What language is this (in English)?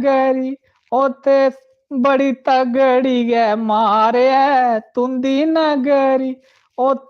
Dogri